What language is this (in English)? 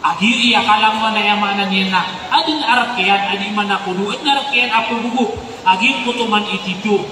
Maranao